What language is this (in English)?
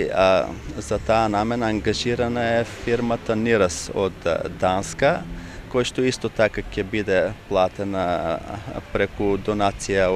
Macedonian